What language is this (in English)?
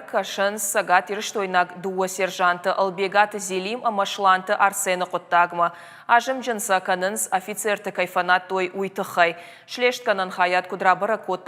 Ossetic